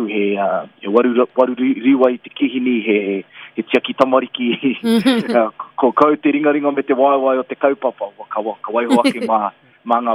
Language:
Māori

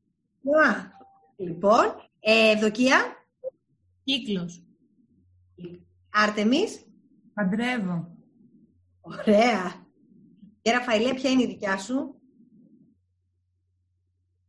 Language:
Greek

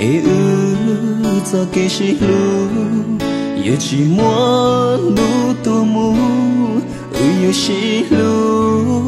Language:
Hmong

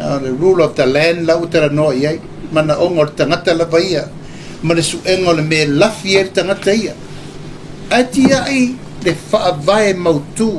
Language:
Samoan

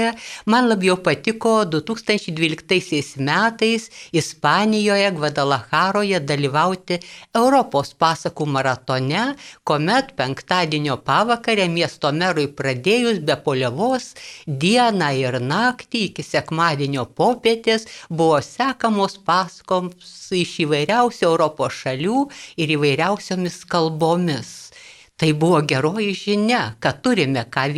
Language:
Lithuanian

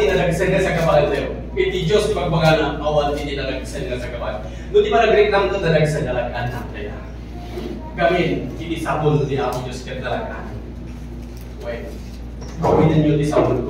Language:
Iloko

